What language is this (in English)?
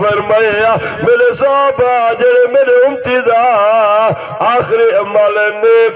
Saraiki